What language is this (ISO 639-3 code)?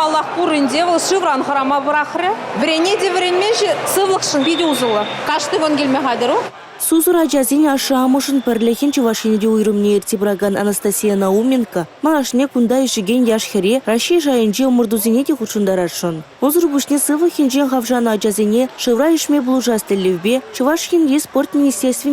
chv